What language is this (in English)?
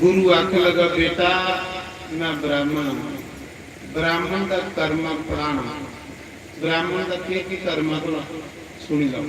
Dogri